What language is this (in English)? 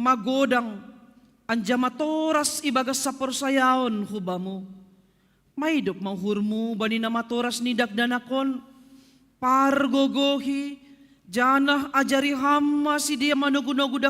Batak Simalungun